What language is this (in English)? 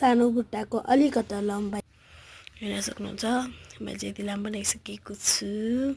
Nepali